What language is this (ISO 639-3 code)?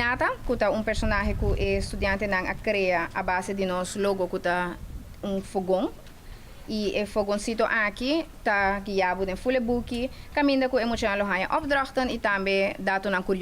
pap